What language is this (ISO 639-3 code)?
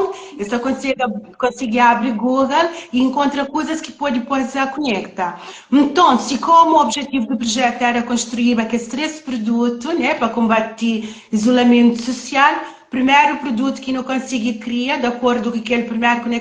kea